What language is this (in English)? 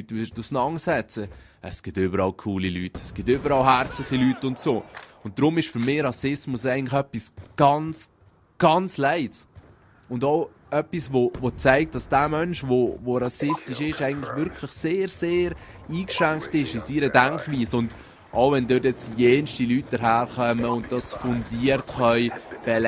Swiss German